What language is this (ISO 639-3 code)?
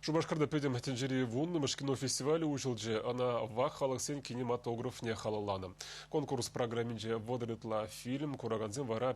chv